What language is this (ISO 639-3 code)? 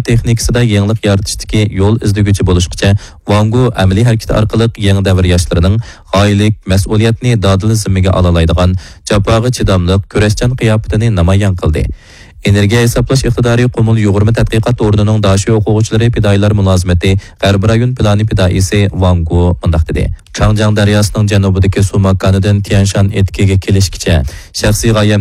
uig